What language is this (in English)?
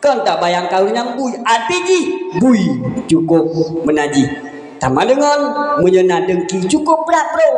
Achinese